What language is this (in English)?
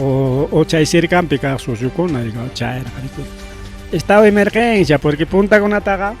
Ayacucho Quechua